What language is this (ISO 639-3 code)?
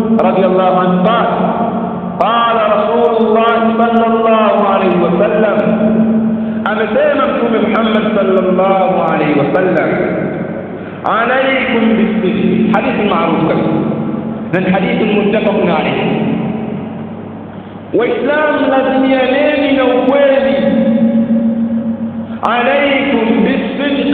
swa